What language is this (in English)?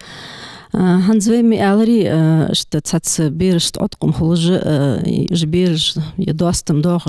Ingush